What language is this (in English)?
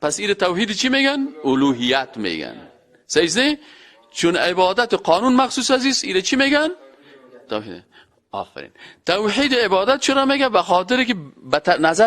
Persian